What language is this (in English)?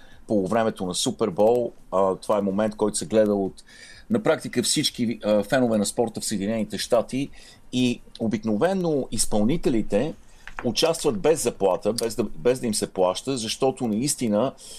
Bulgarian